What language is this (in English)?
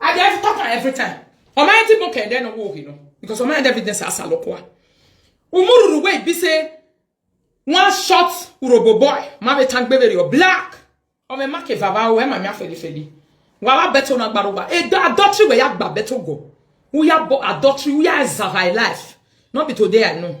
Nigerian Pidgin